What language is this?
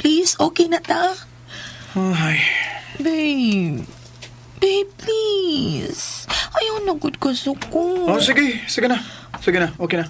Cebuano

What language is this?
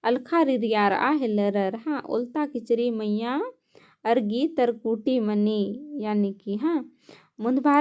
Kurukh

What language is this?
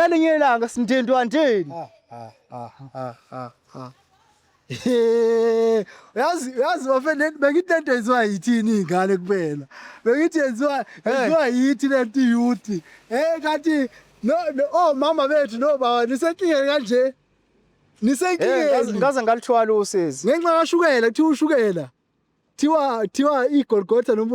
Zulu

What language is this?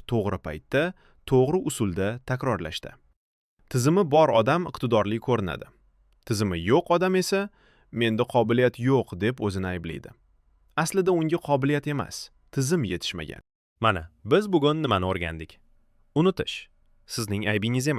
Uzbek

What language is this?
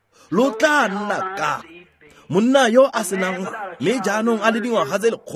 Tswana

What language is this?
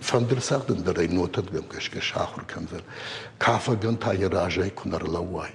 Ossetic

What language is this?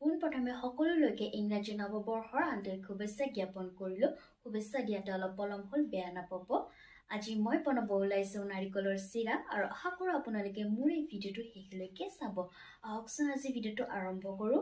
Assamese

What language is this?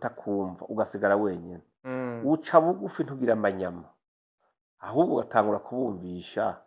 Rundi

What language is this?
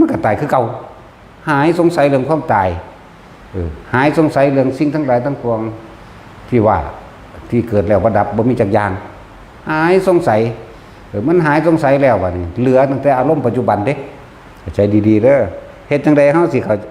Northeastern Thai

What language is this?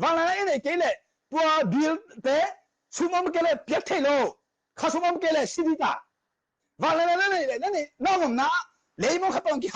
Tedim Chin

